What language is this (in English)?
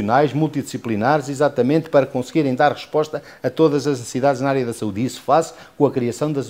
Portuguese